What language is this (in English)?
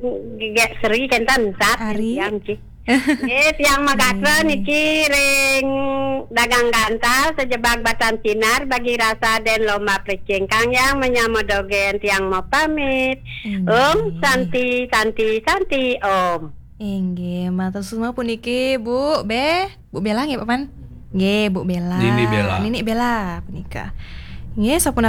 Balinese